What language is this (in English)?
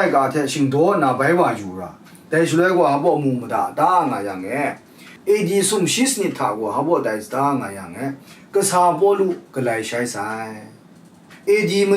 Kachin